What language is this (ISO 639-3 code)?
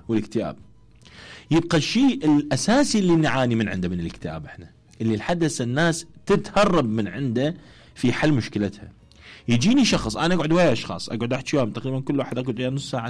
acm